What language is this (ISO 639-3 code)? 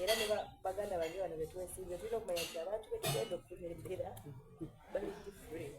xog